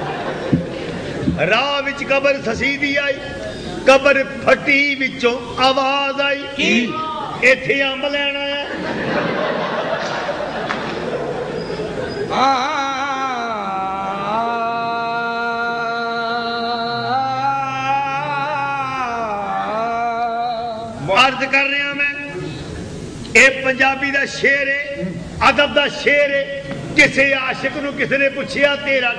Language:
Punjabi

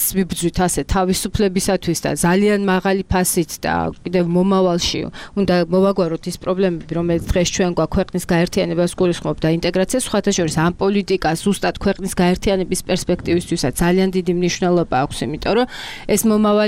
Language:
Georgian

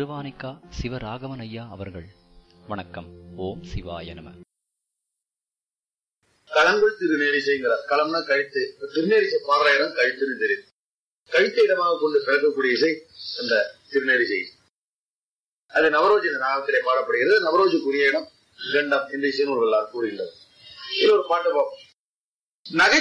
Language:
Tamil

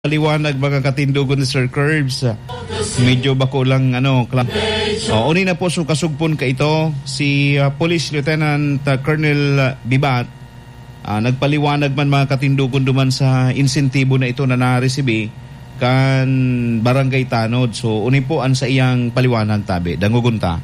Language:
Bikol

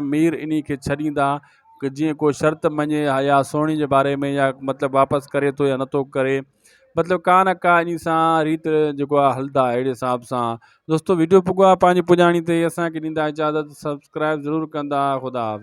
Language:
Sindhi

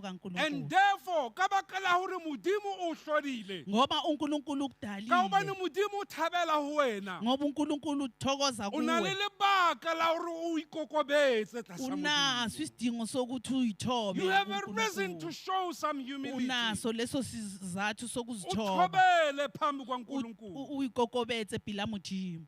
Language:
Southern Sotho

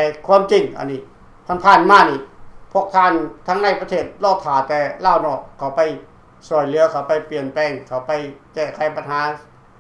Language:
Lao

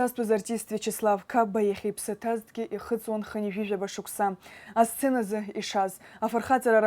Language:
Abkhazian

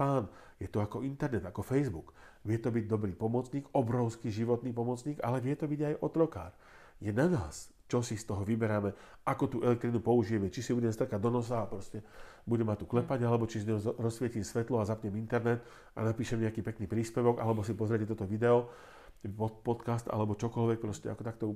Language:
Slovak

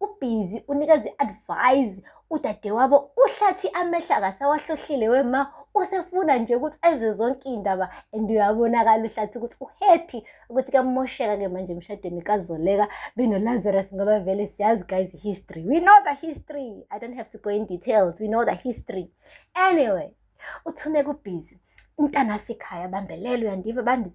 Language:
Zulu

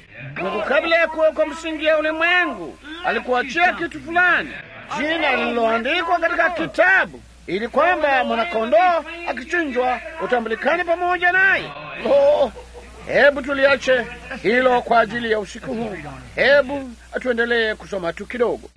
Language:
Swahili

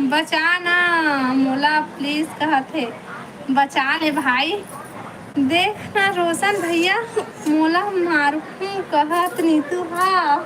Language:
Chhattisgarhi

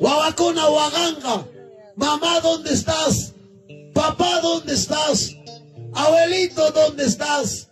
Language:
Ayacucho Quechua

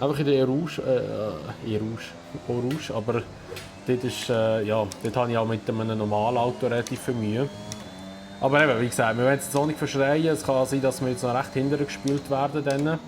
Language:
Swiss German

